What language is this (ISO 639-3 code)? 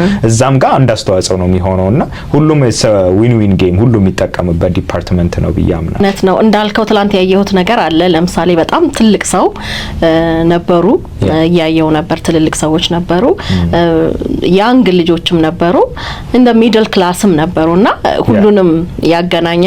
amh